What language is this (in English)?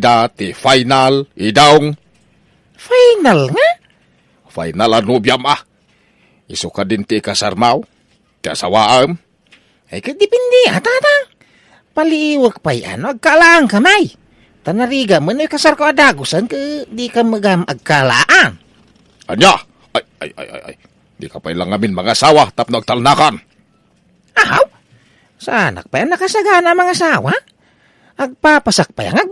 Iloko